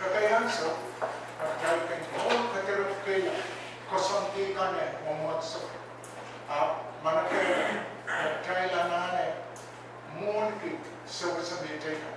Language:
Pohnpeian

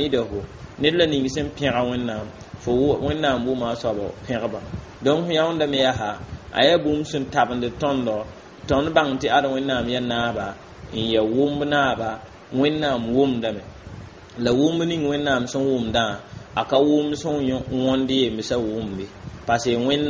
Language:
Mossi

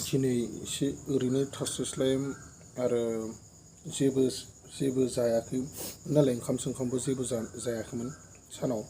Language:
Bodo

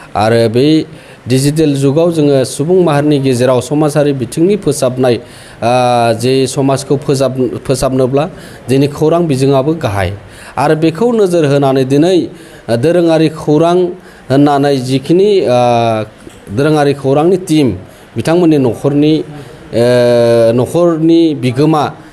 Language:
Bodo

